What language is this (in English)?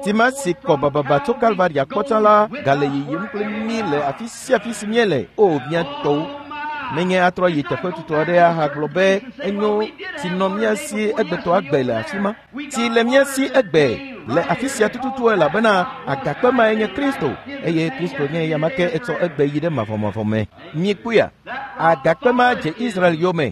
Ewe